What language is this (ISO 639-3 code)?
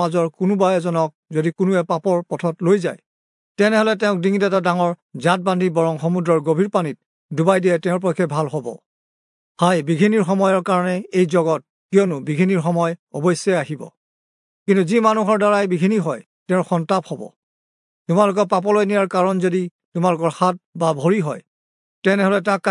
asm